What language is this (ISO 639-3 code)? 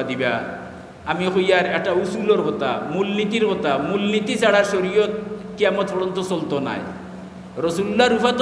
syl